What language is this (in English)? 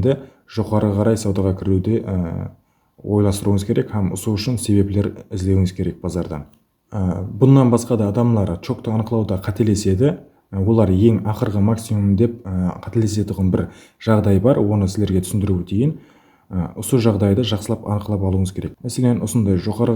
Kara-Kalpak